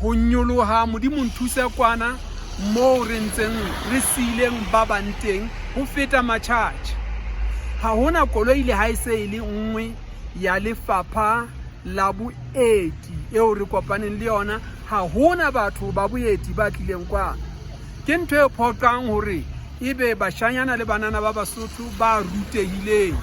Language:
Southern Sotho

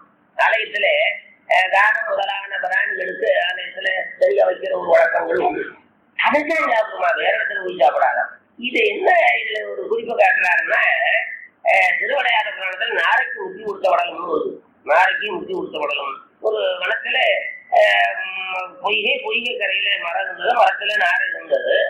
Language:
Tamil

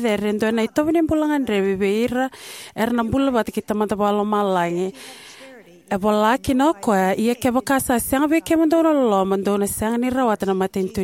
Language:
Fijian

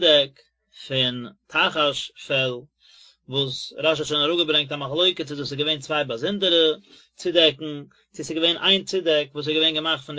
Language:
Yiddish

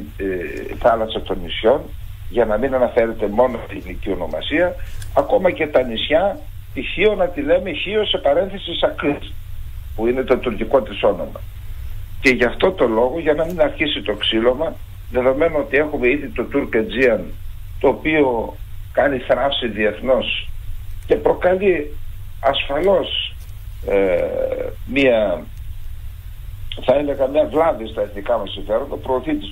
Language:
Greek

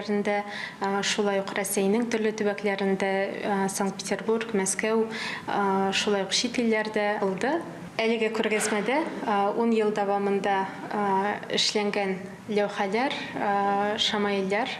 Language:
Tatar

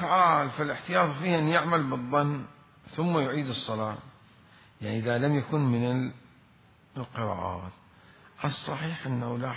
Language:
Mesopotamian Arabic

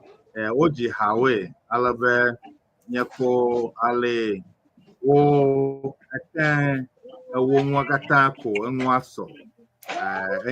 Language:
Ewe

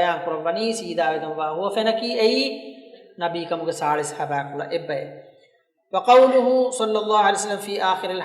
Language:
Divehi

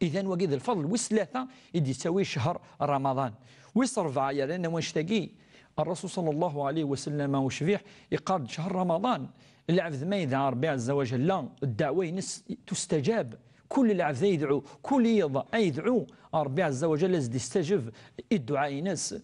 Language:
Kabyle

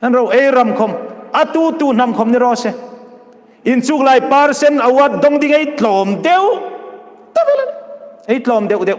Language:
Hmar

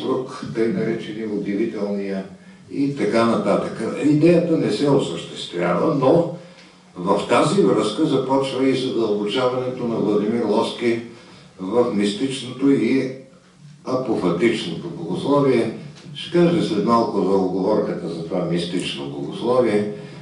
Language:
Bulgarian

